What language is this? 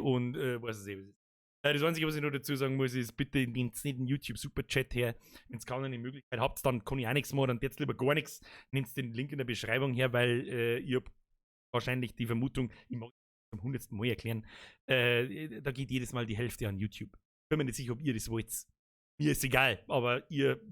Bavarian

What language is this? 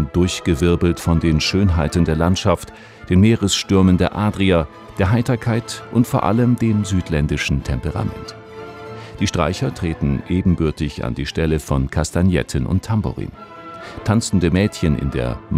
German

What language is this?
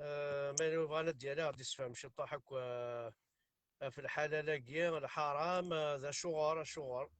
Kabyle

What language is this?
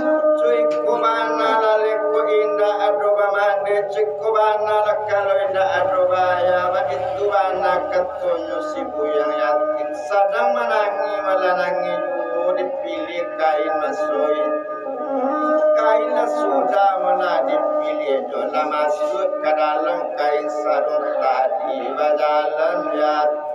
Minangkabau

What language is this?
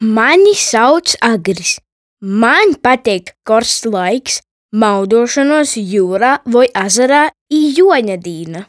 Latgalian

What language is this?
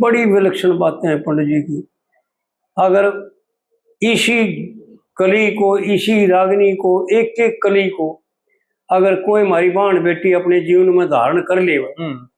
Haryanvi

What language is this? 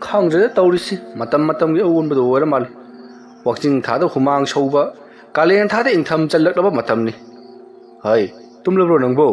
Manipuri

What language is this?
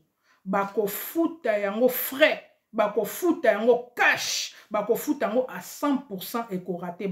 Lingala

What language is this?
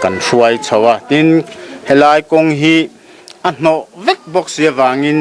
Mizo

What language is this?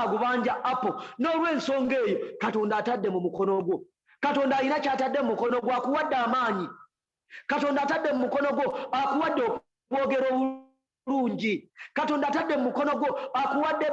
Ganda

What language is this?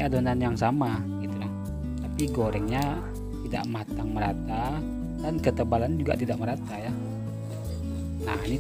Indonesian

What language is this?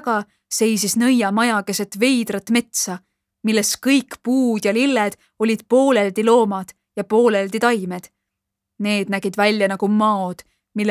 Estonian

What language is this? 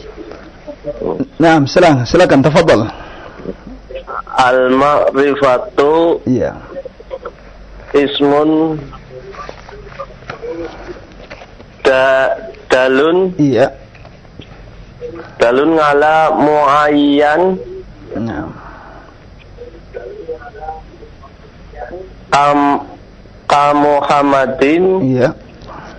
Indonesian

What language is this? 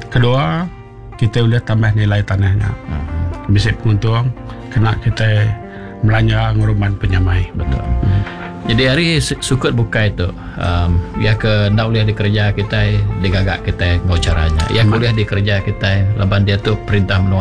Iban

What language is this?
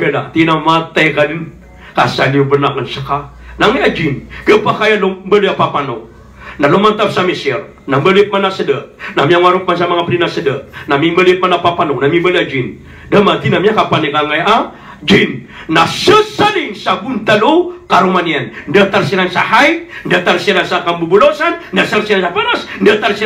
Maranao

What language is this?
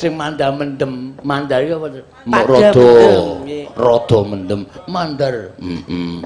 Javanese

